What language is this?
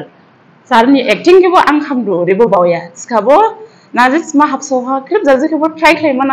Dimasa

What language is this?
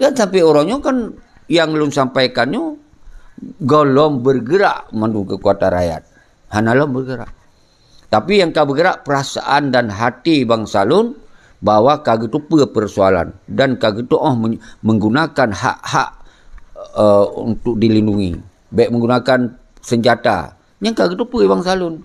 Achinese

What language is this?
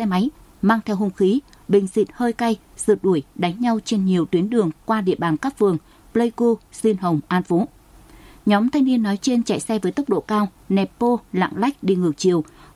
Vietnamese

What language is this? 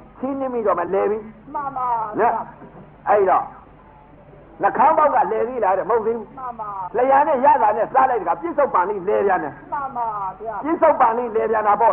Burmese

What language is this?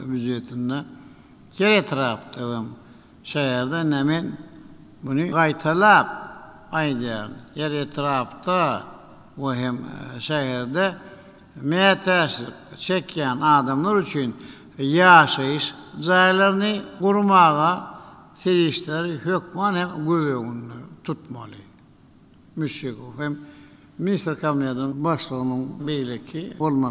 Turkmen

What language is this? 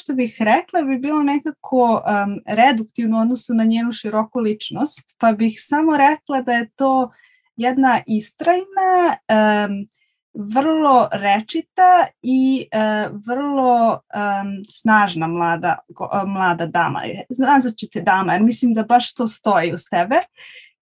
Serbian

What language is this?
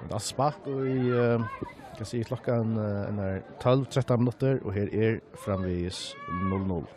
Faroese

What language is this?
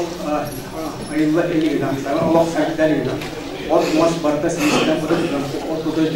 Yakut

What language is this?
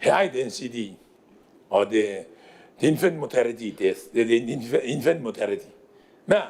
Gilbertese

